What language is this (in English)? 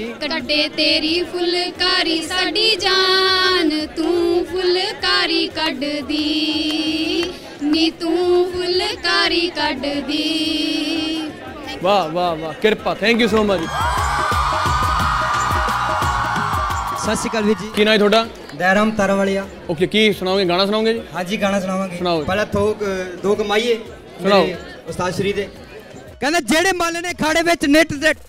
Punjabi